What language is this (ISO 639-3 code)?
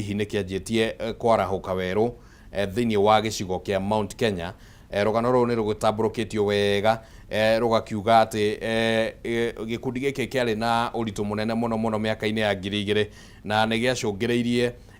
kik